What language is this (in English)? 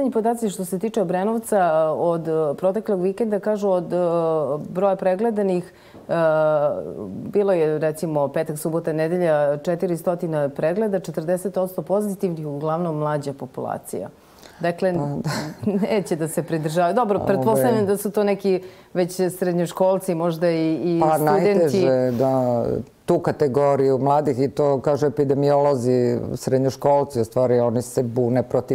Serbian